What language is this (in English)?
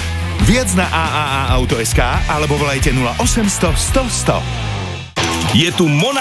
Slovak